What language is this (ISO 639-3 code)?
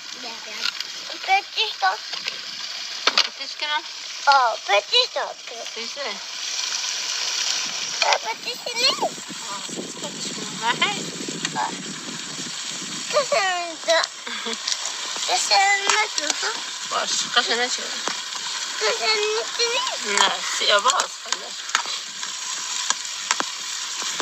fas